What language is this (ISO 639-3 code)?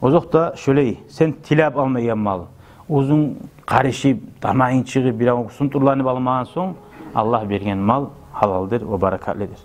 kum